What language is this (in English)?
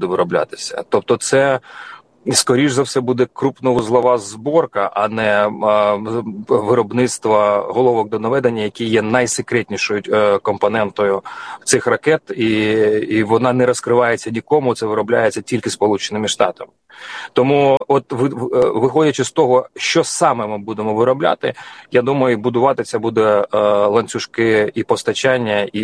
Ukrainian